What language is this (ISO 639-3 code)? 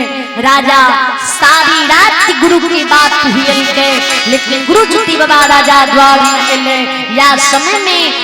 mai